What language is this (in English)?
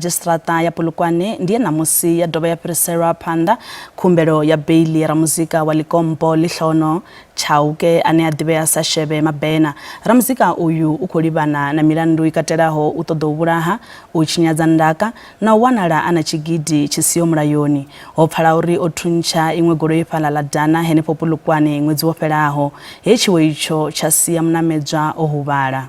Venda